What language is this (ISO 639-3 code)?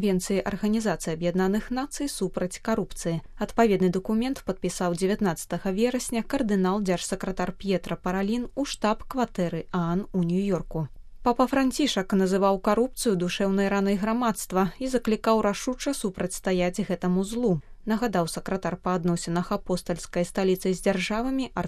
bel